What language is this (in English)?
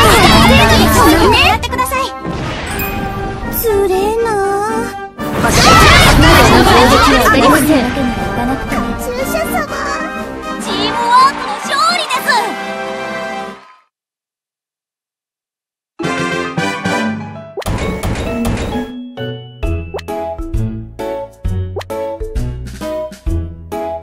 Japanese